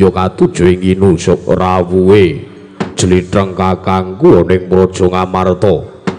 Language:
Javanese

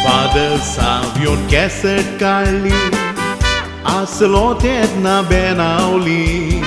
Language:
Konkani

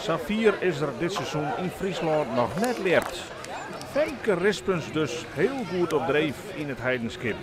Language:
Western Frisian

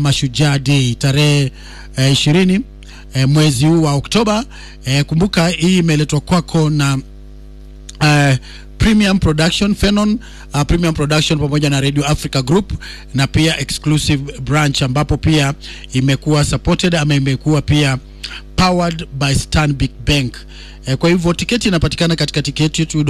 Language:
Swahili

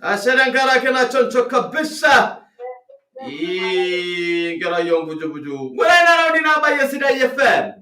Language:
Masai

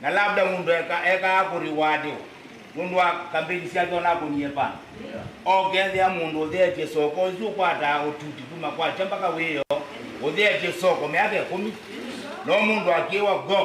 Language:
Kamba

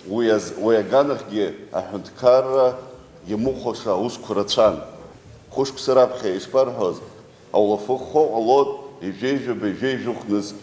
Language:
Abkhazian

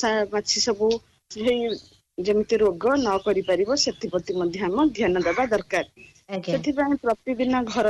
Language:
Odia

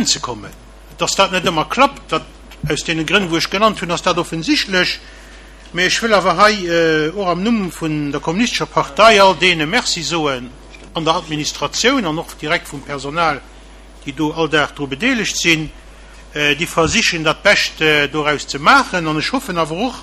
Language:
Luxembourgish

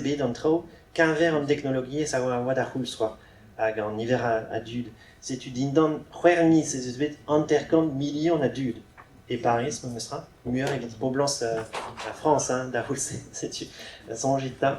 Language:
Breton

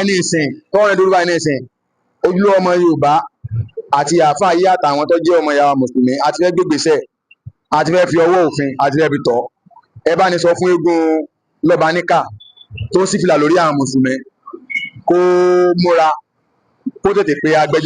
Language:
Yoruba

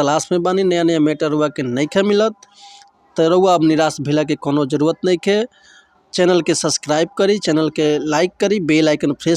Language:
Bhojpuri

